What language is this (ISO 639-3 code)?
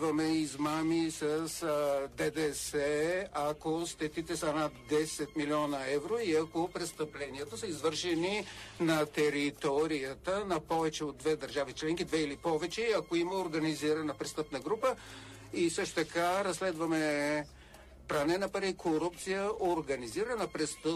bul